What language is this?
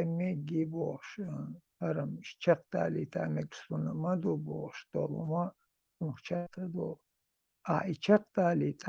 Chechen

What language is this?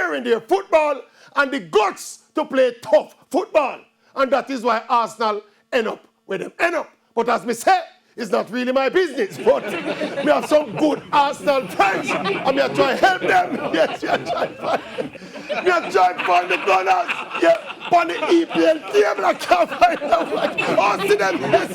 Jamaican Creole English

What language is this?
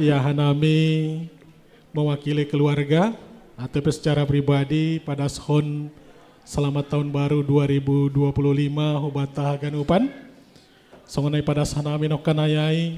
Batak Simalungun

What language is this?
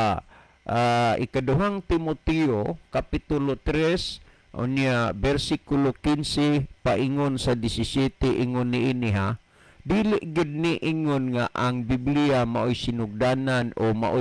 Cebuano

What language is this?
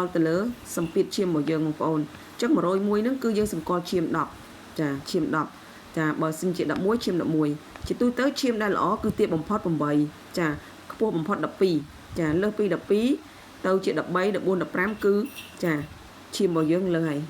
Khmer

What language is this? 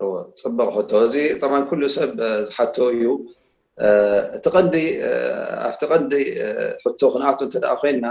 Tigrinya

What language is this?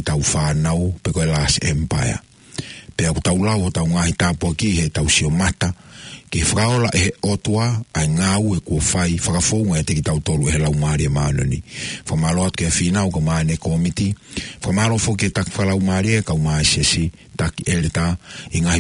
Tongan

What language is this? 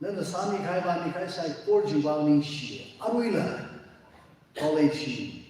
Tangkhul Naga (India)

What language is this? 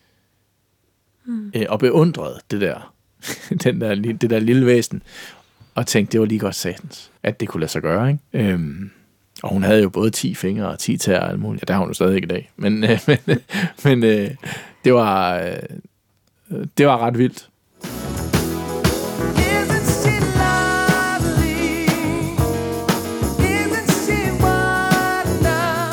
Danish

